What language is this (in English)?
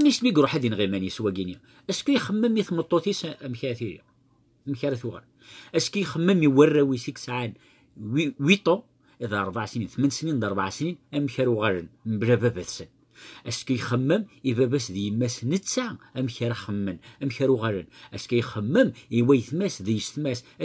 Kabyle